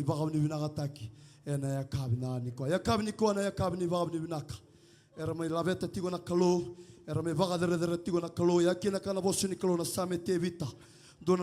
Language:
Fijian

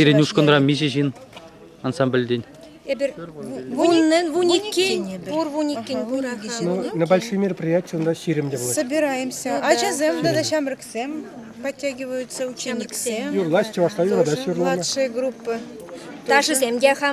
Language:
Chuvash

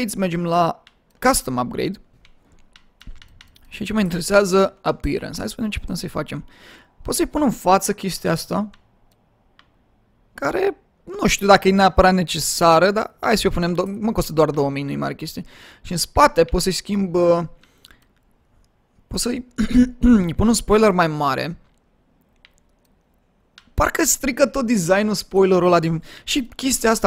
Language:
Romanian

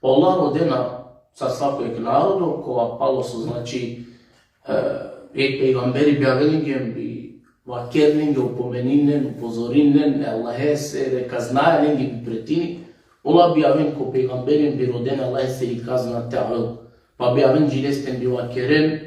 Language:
Balkan Romani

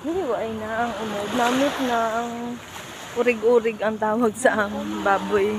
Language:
Hiligaynon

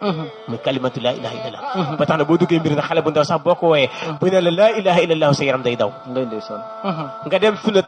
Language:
Wolof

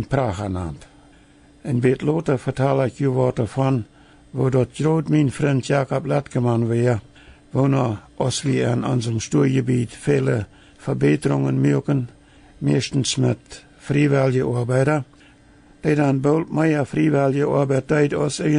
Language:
Plautdietsch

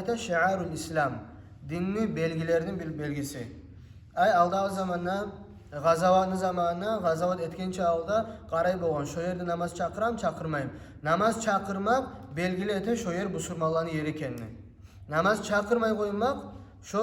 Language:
Kumyk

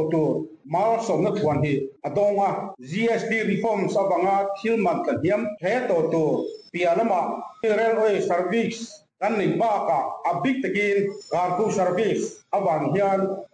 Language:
Mizo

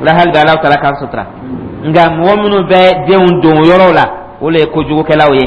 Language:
Dyula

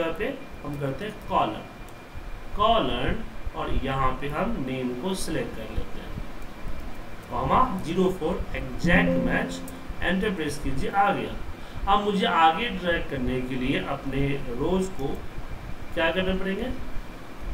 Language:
Hindi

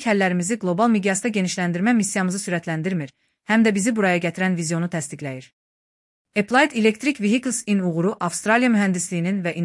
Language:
Azerbaijani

